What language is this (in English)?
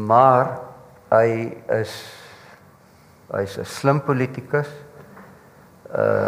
Afrikaans